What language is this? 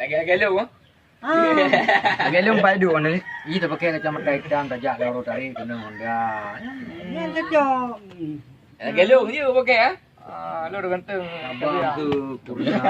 Achinese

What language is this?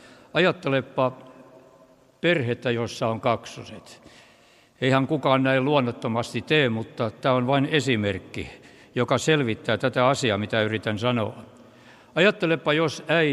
Finnish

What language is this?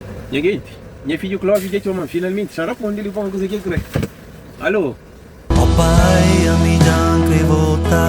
Kabuverdianu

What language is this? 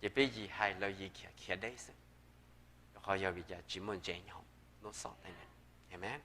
Hmong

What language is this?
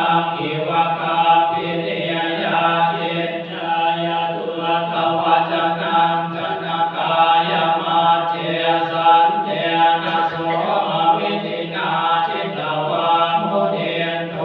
Pali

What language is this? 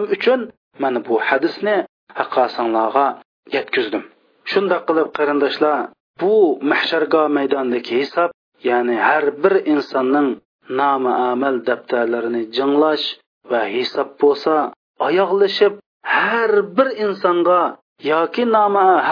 Uyghur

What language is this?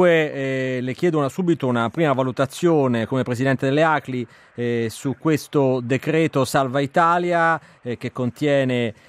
Italian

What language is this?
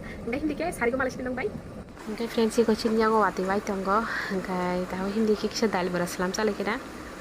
Kok Borok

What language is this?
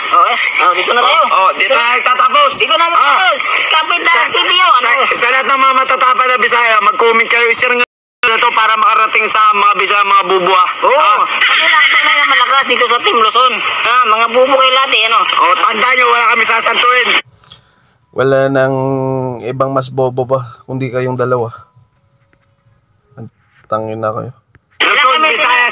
Filipino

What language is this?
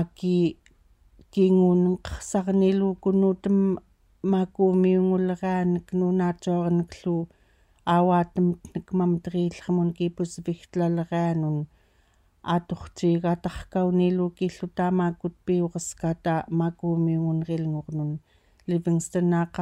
Central Yupik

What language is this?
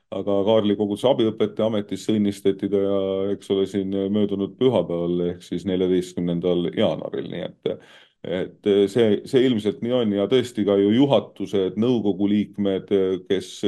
Estonian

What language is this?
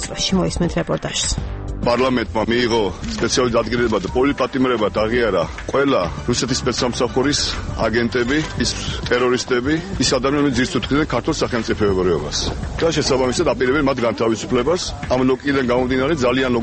Georgian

